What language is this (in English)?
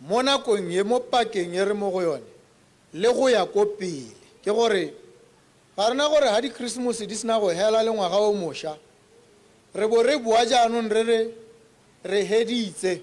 Tswana